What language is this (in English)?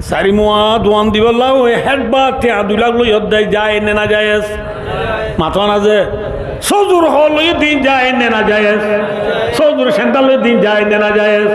Rohingya